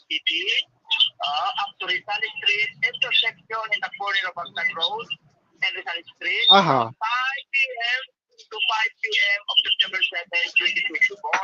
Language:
Bikol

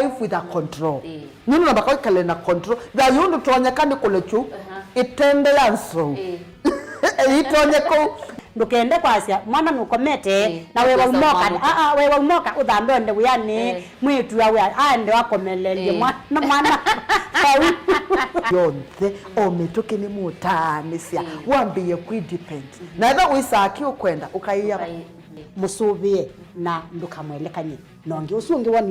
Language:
Kamba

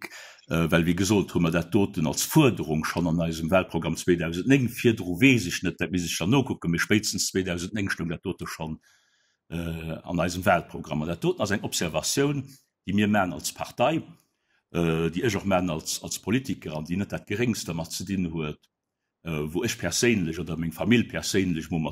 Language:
Luxembourgish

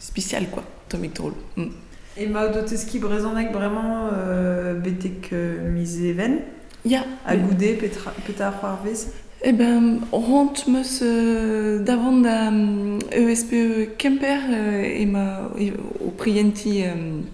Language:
Breton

